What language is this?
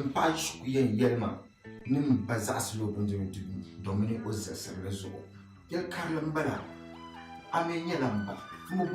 Dagbani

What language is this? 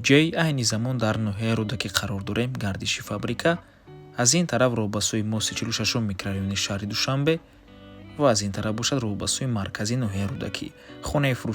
Tajik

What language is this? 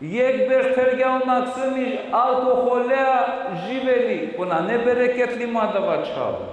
Balkan Romani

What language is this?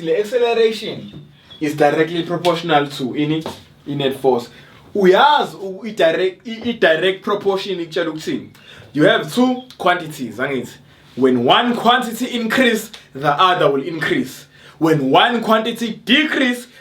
Zulu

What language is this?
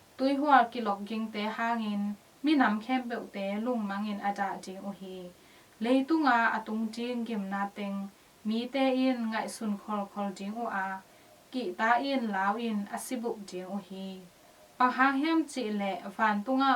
Tedim Chin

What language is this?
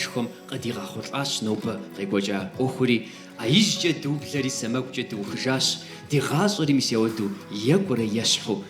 Kabardian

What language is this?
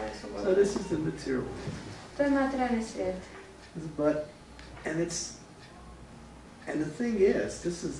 Croatian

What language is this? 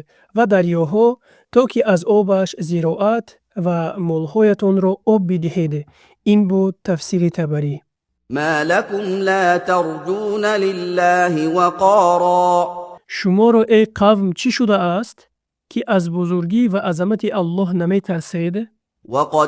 Tajik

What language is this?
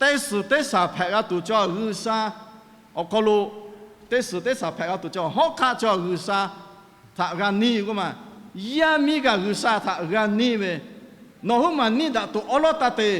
Lahu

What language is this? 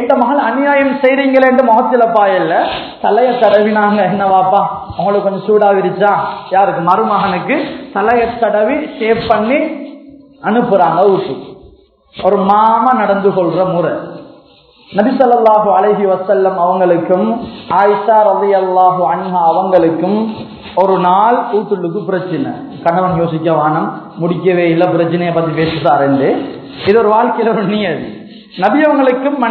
Tamil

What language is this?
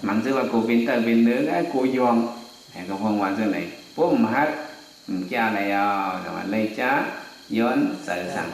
Shan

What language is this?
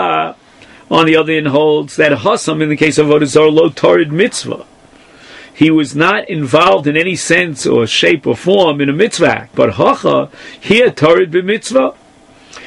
English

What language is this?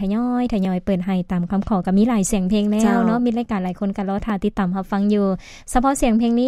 Lao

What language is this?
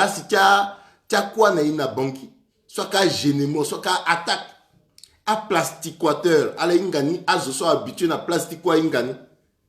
Sango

